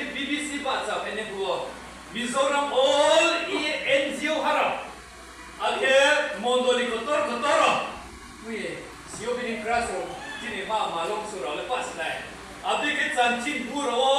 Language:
Riang (India)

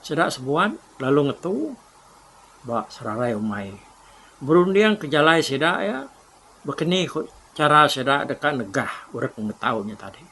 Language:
Iban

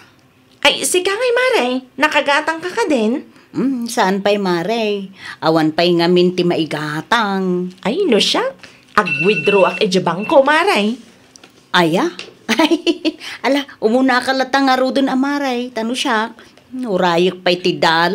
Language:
Iloko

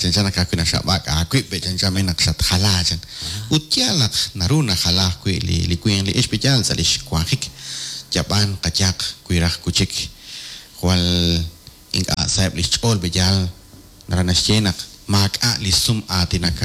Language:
Kekchí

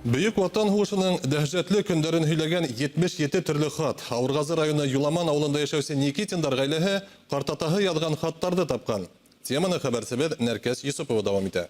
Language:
Bashkir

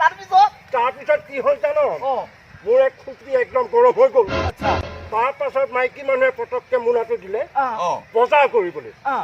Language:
Assamese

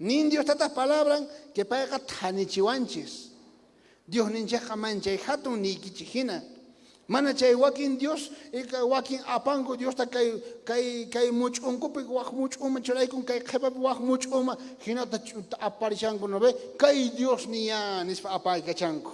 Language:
South Bolivian Quechua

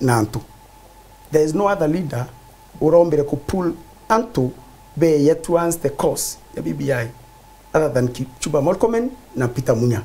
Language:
Meru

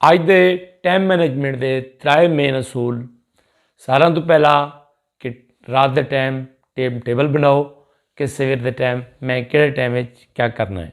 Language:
Saraiki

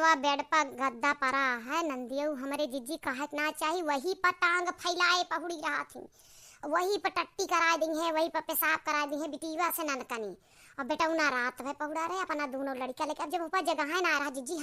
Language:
Awadhi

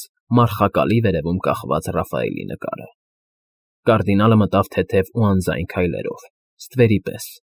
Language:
Armenian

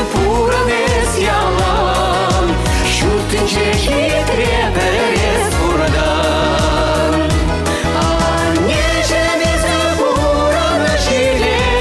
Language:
Chuvash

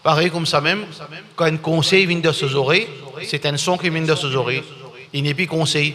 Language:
Morisyen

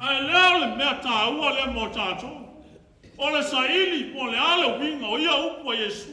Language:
Samoan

